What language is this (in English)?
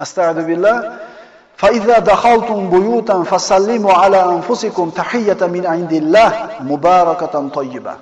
Uzbek